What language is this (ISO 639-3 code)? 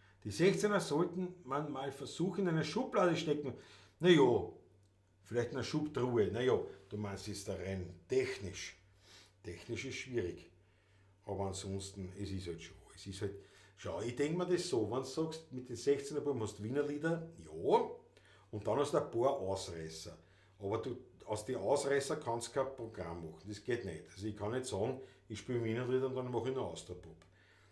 bar